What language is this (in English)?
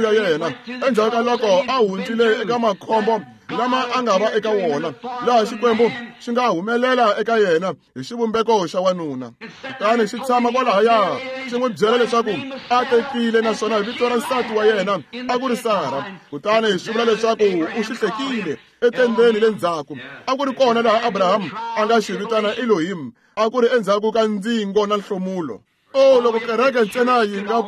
Tsonga